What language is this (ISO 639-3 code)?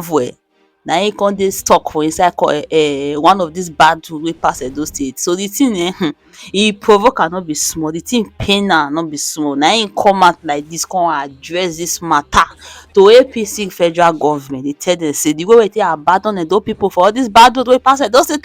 pcm